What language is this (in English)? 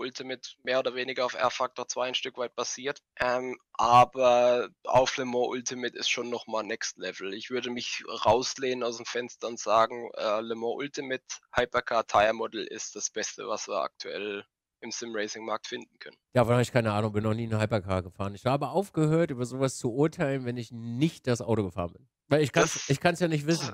German